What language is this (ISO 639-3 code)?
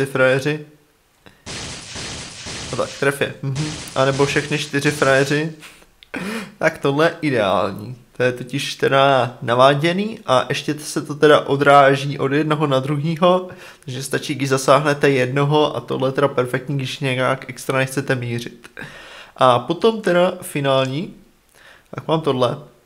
ces